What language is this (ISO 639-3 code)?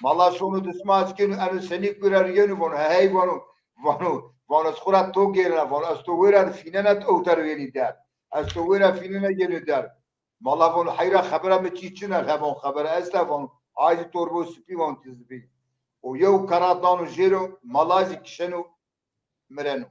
zza